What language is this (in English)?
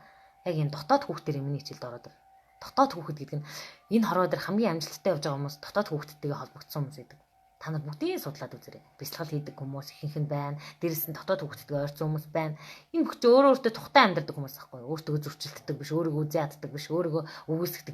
Mongolian